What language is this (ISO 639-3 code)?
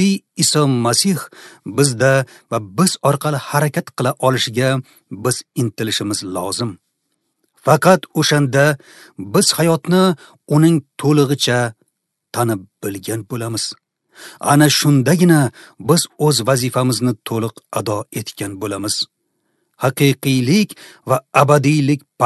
uzb